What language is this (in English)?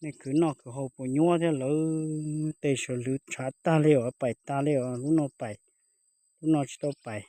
Hmong